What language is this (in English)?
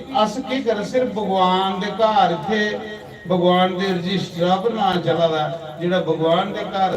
Dogri